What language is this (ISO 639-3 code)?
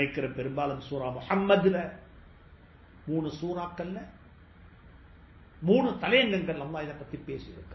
tam